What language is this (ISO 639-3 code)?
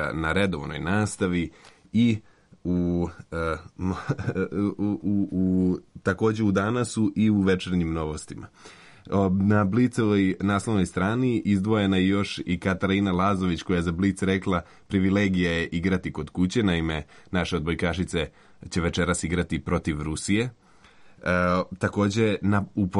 srp